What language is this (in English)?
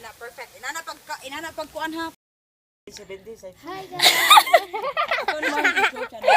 Cebuano